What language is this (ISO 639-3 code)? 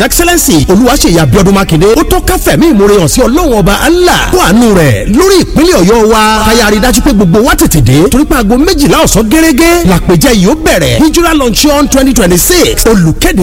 yor